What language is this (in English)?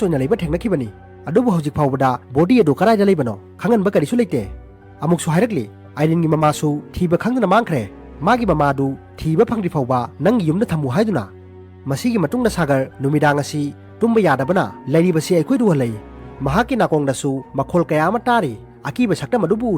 Manipuri